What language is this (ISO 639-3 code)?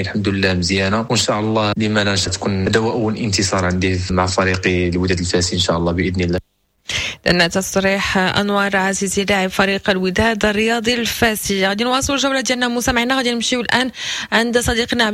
ary